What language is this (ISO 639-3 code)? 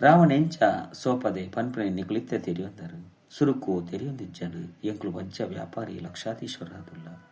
tcy